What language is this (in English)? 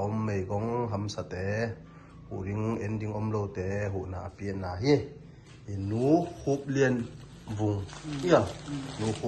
Tedim Chin